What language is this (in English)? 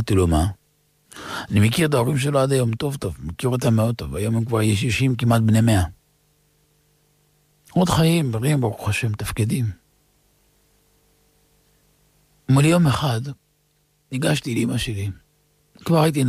Hebrew